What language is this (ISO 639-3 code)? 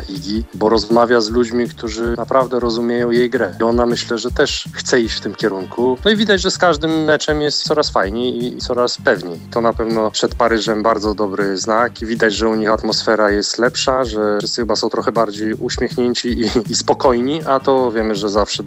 pol